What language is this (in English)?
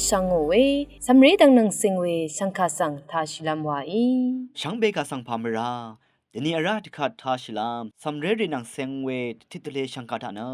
Rawang